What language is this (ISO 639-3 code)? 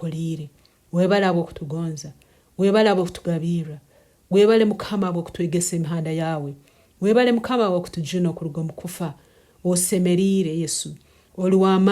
ttj